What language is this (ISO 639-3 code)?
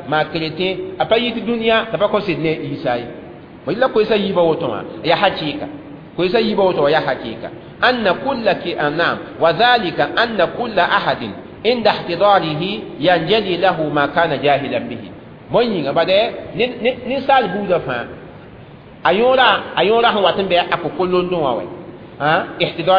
mos